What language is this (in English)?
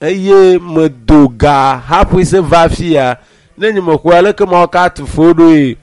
Ewe